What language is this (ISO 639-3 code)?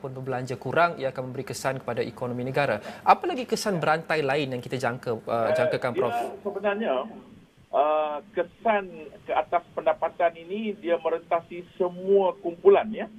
msa